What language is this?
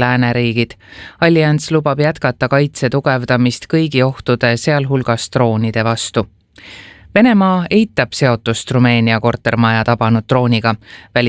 Estonian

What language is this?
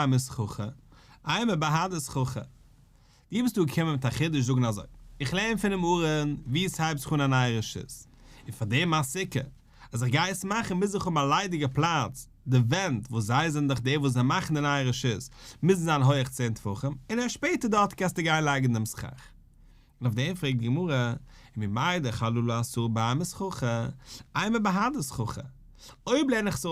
Yiddish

